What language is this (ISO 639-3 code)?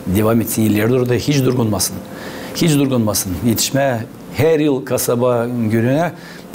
gag